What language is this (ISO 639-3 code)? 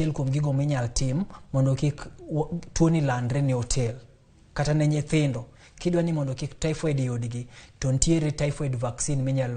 luo